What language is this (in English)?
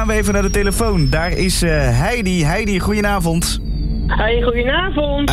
Dutch